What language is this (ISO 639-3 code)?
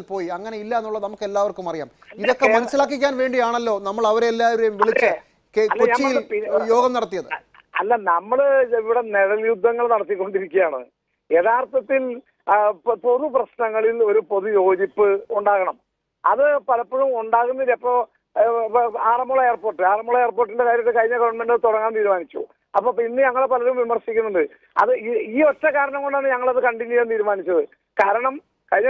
mal